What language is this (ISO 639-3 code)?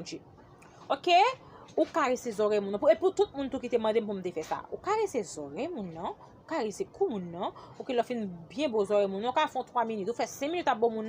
hat